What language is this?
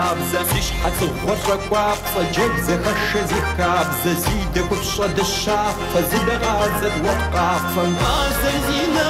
Kabardian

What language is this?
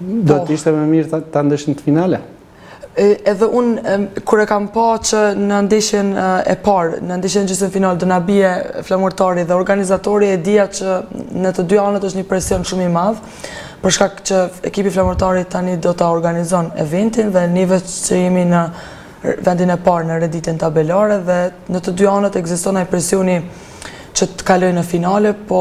Albanian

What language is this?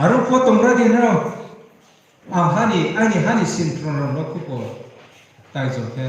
Riang (India)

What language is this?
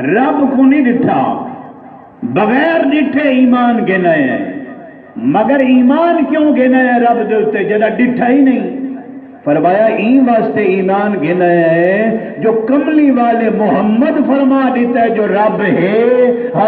Saraiki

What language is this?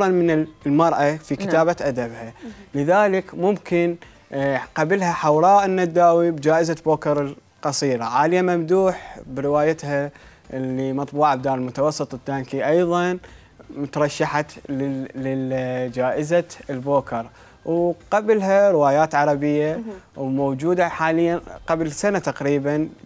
Mesopotamian Arabic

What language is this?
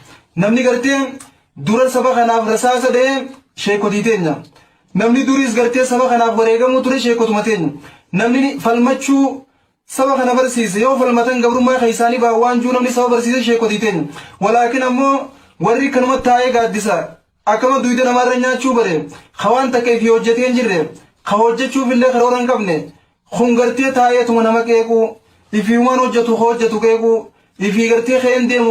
Oromo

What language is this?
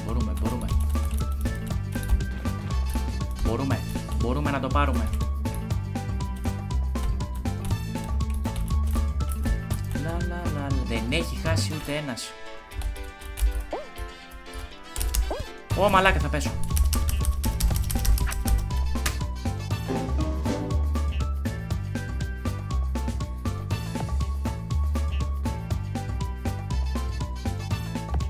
Greek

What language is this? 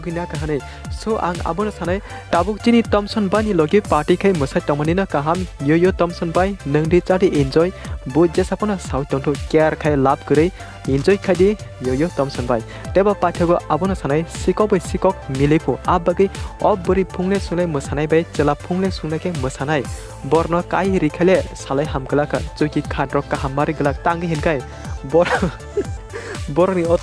Kok Borok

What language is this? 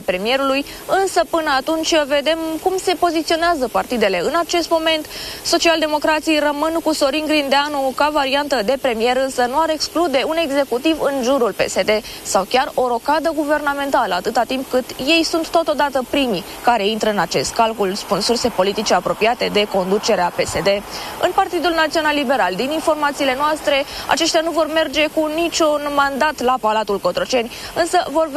Romanian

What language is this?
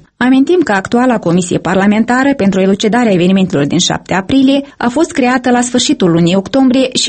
Romanian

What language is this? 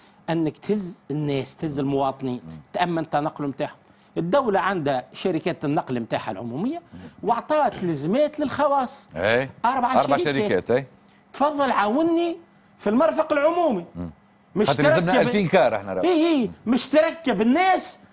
Tunisian Arabic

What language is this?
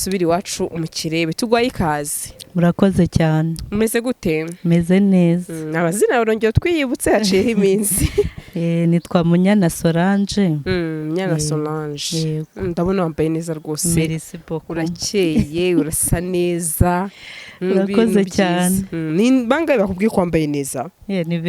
Kinyarwanda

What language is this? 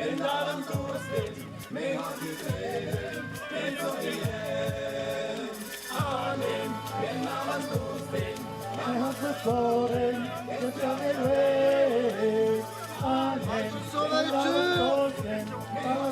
Occitan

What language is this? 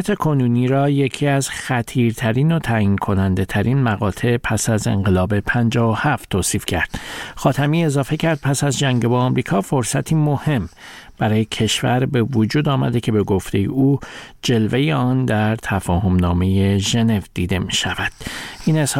Persian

